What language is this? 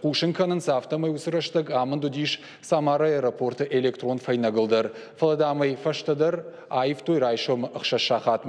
Ossetic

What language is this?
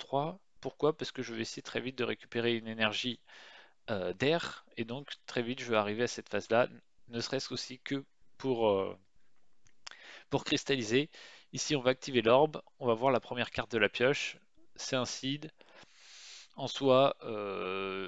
French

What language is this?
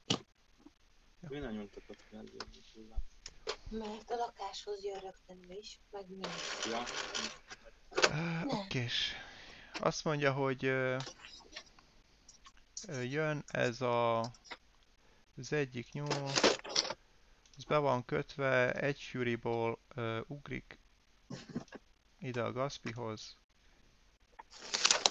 Hungarian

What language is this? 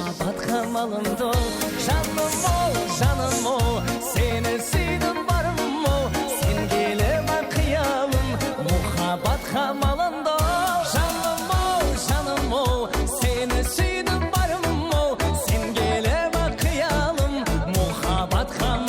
Kara-Kalpak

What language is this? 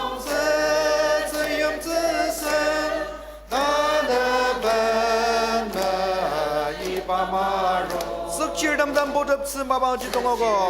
Ao Naga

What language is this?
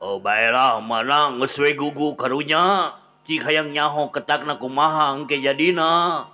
Sundanese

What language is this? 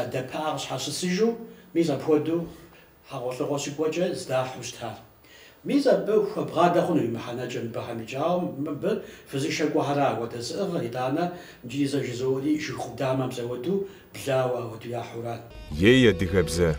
Kabardian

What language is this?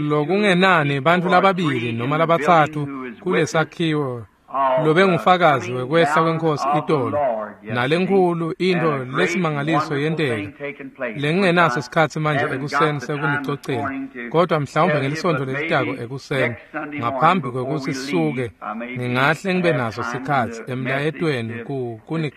Swati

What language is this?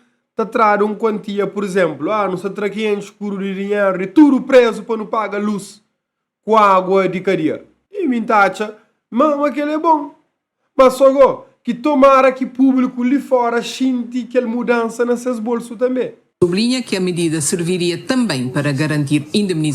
Kabuverdianu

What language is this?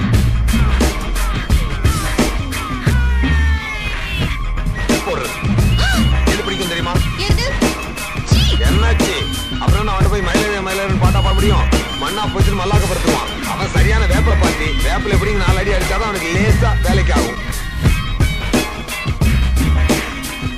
Tamil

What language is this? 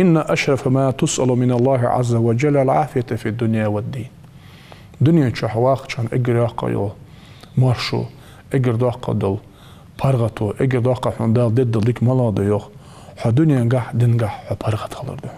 Ingush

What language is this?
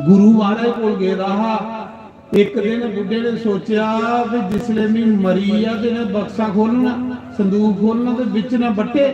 Dogri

